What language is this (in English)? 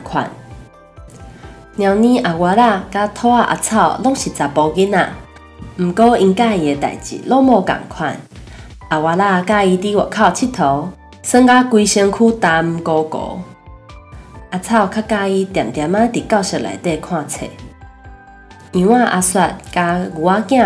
Min Nan Chinese